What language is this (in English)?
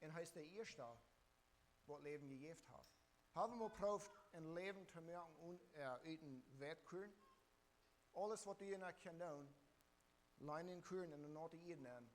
Plautdietsch